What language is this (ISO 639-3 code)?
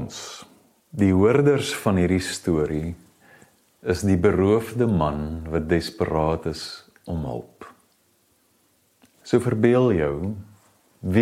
afr